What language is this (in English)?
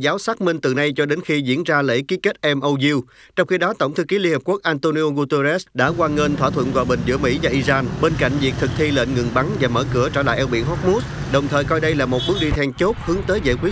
Vietnamese